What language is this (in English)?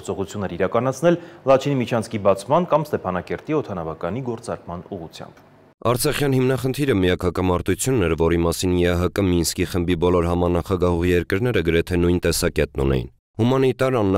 Armenian